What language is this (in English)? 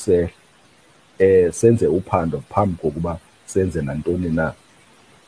Xhosa